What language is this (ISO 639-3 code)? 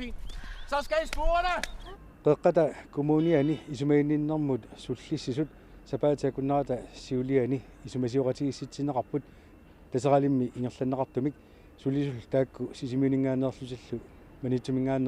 kal